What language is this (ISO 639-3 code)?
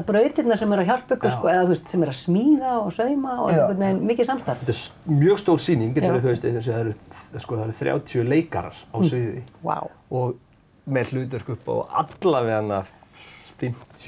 isl